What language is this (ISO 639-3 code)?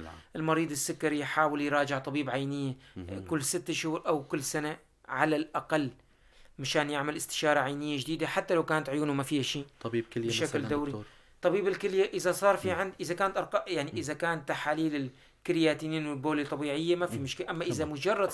apc